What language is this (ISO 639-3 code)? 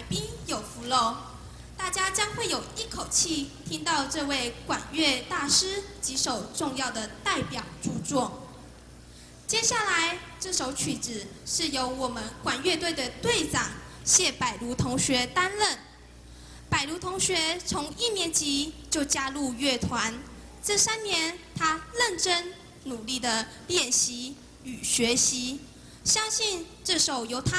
zho